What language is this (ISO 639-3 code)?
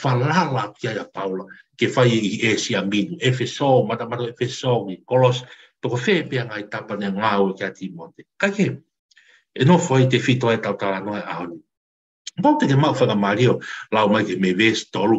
ton